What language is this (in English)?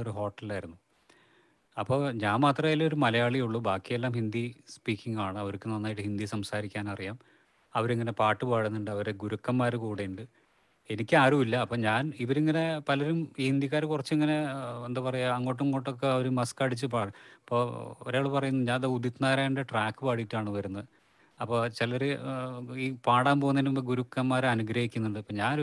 Malayalam